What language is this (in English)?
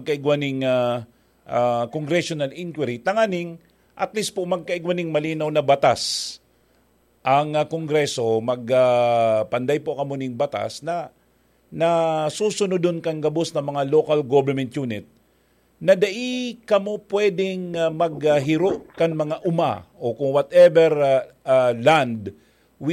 Bikol